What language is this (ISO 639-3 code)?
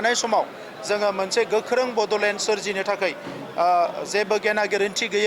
brx